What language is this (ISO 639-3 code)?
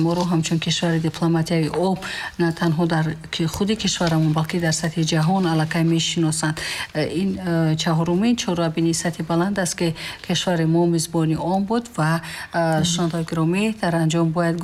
tgk